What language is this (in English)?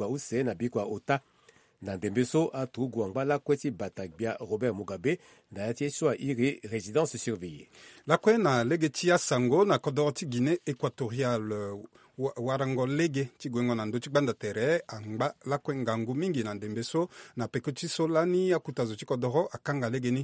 Sango